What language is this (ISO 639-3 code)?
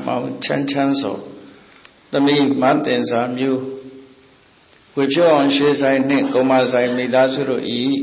mya